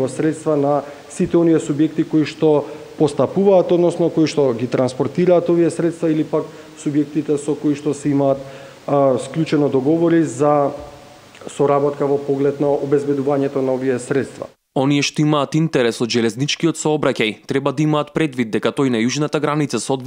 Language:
Macedonian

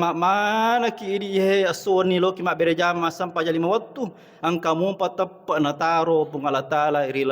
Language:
Buginese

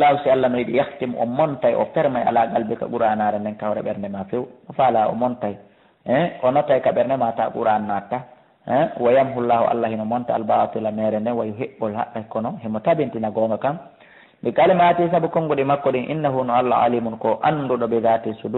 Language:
Fula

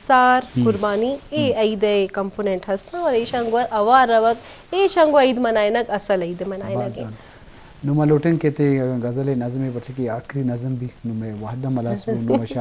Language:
Eastern Balochi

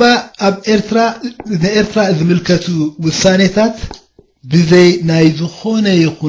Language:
Tigrinya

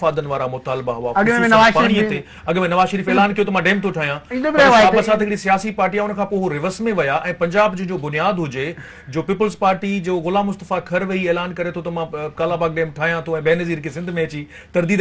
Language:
Sindhi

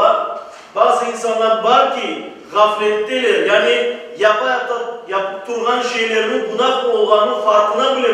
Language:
Crimean Tatar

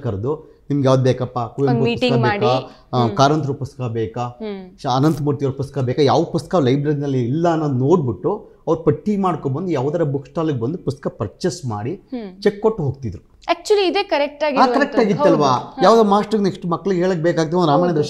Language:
Kannada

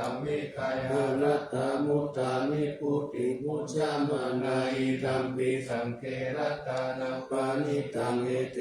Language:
Pali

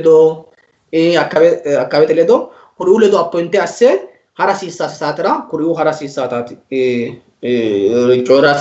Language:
Sidamo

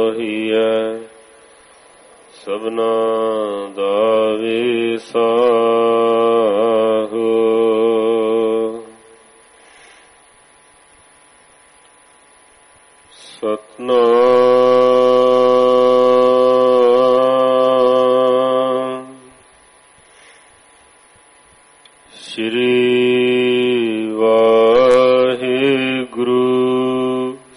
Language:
Punjabi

